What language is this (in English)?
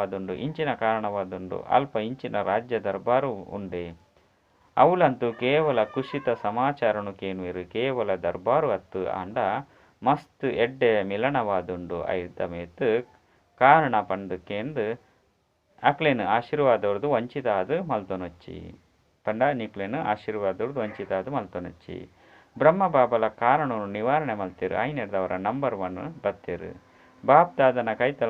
Tulu